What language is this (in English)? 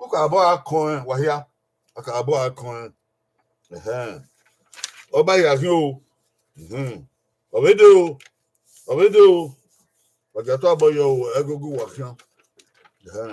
Bini